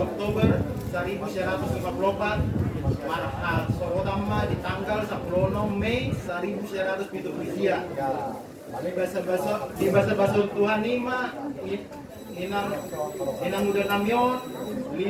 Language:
Batak Toba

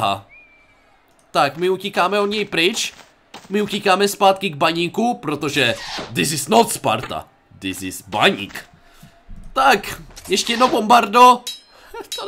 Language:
Czech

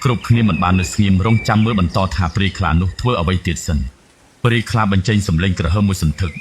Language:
Khmer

